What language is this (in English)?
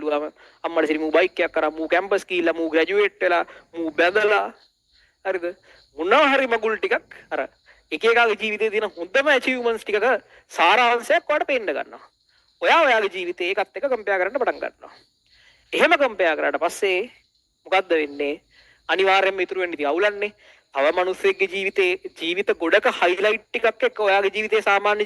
Sinhala